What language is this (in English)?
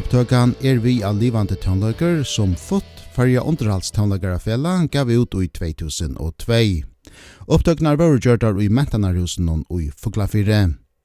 Faroese